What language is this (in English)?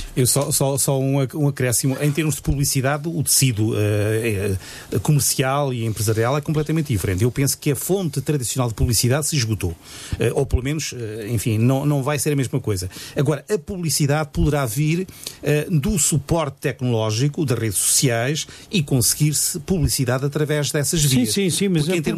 Portuguese